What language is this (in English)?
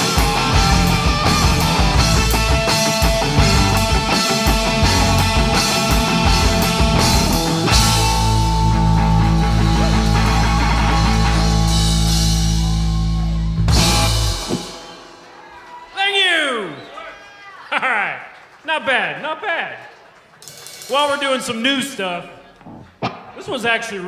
English